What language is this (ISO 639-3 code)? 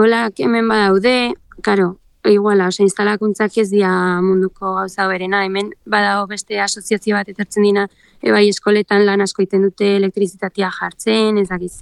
eus